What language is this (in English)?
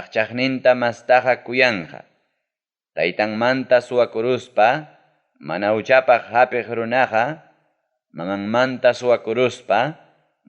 Ayacucho Quechua